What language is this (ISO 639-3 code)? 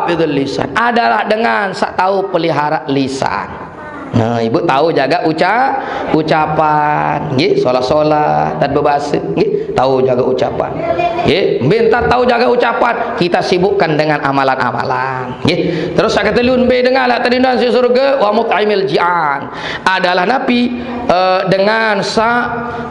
sas